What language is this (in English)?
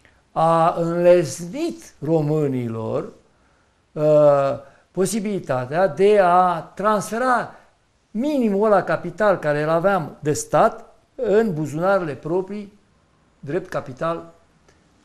Romanian